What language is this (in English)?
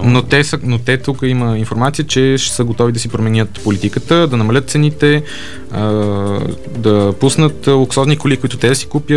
Bulgarian